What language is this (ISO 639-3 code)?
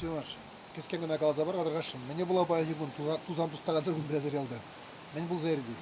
chv